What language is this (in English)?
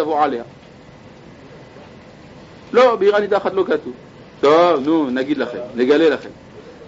Hebrew